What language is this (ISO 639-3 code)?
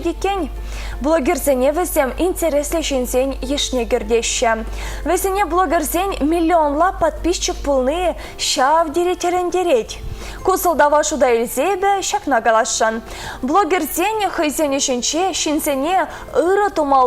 chv